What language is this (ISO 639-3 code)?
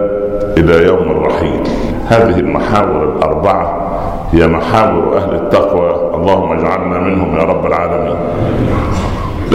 ara